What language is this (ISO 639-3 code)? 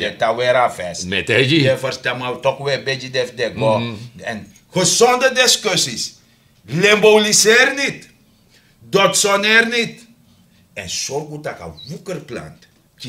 srn